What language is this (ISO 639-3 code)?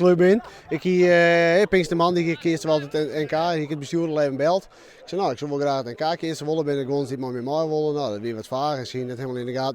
fry